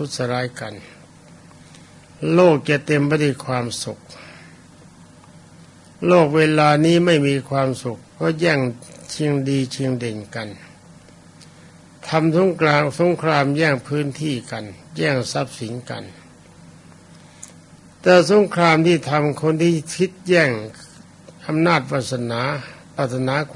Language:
Thai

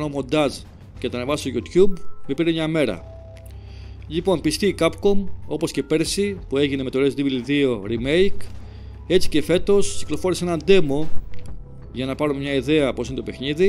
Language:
Greek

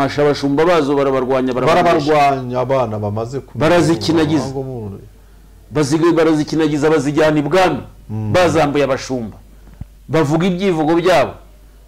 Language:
Kinyarwanda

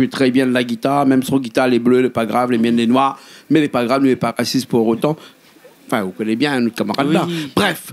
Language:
Réunion Creole French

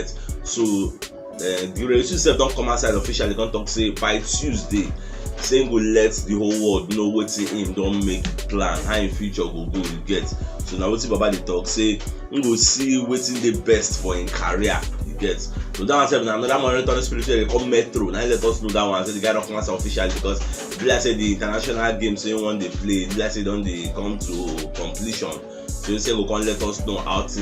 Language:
Nigerian Pidgin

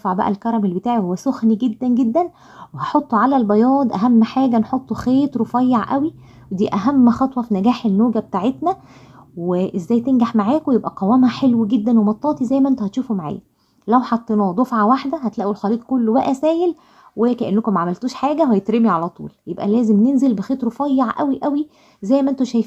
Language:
Egyptian Arabic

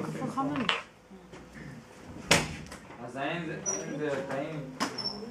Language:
Hebrew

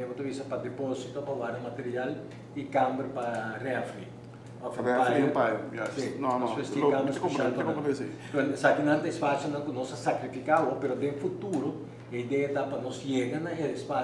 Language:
Papiamento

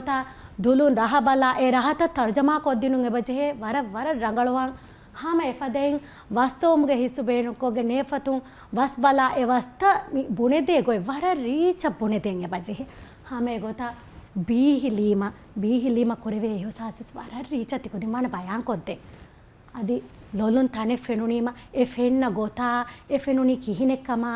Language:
Divehi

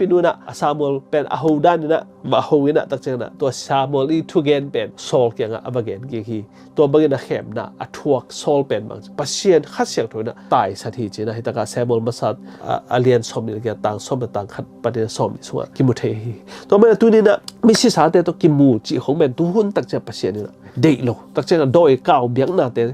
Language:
Tedim Chin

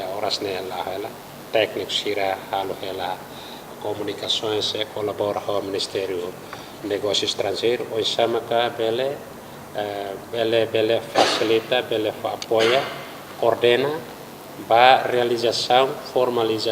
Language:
Tetum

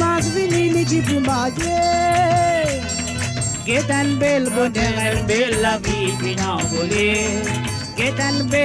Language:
Morisyen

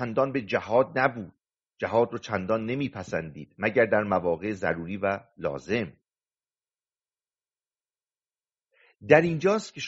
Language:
Persian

